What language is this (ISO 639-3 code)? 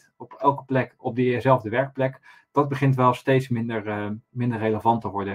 nld